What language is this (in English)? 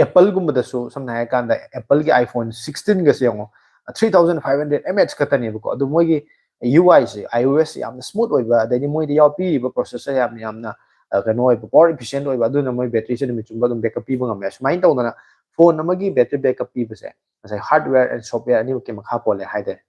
Manipuri